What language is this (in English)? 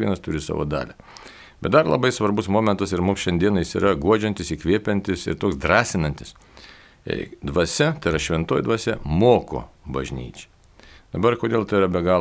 Lithuanian